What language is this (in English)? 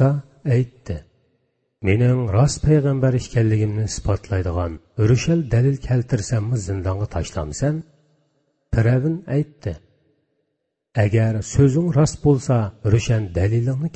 Uyghur